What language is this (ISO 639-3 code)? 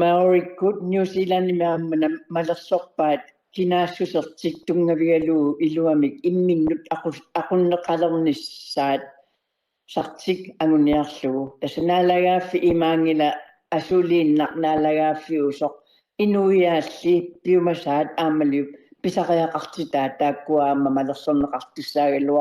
kal